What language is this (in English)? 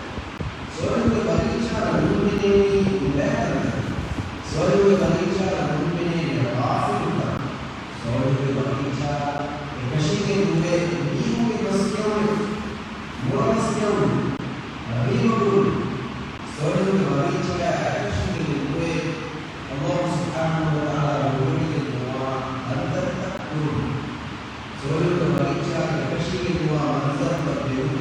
Divehi